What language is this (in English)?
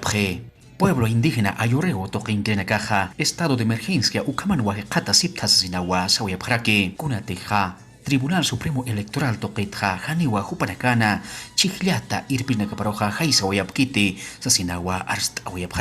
Aymara